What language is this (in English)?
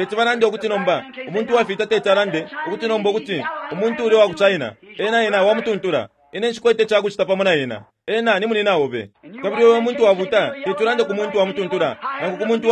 Bemba